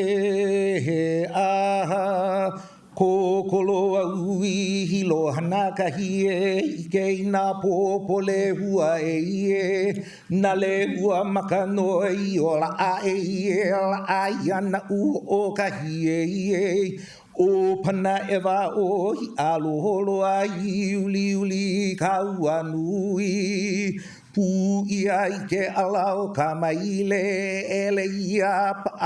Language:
Hawaiian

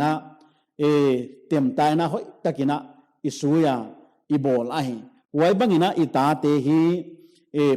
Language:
Paite Chin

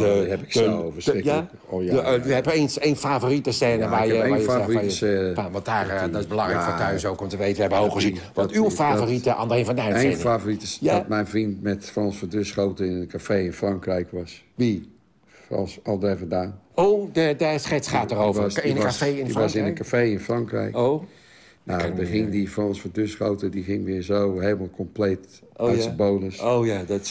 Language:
Dutch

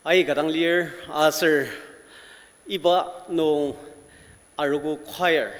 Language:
Ao Naga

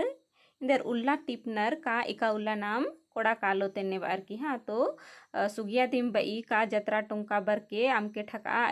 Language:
Kurukh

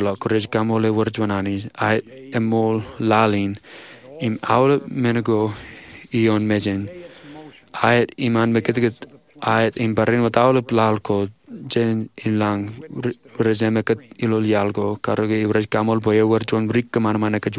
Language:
Marshallese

